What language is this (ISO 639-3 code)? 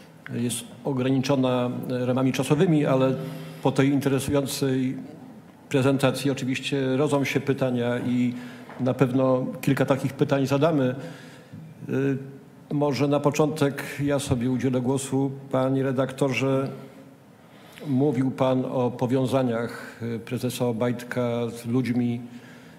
pol